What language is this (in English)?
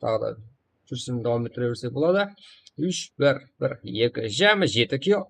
Kara-Kalpak